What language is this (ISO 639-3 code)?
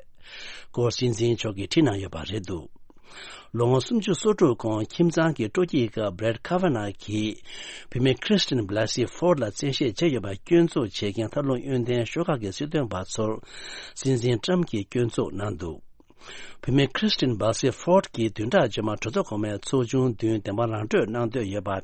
bod